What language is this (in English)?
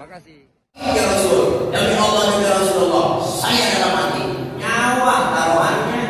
Betawi